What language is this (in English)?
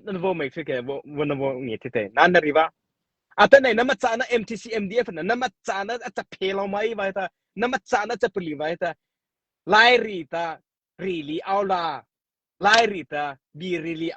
Mara Chin